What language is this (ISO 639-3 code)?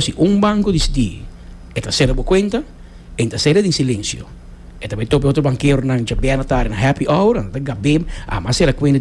pap